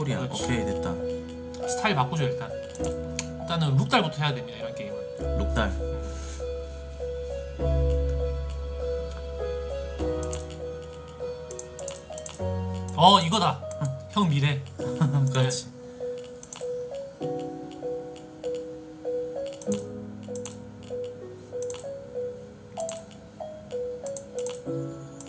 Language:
Korean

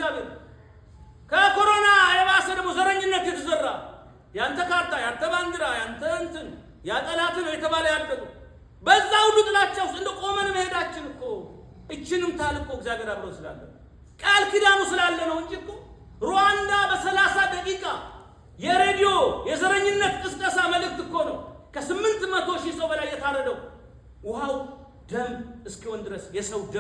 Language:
Amharic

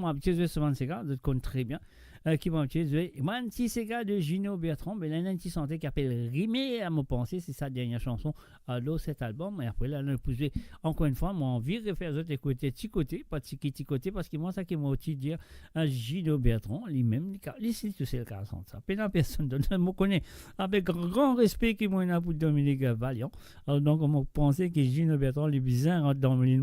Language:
Morisyen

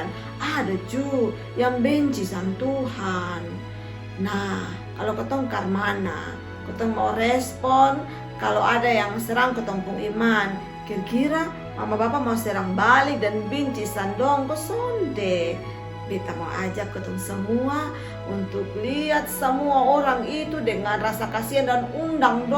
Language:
Kupang Malay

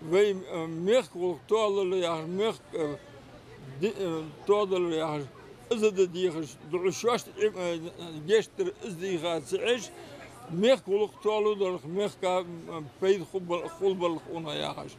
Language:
Ingush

